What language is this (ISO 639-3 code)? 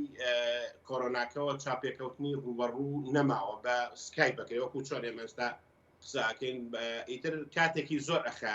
ckb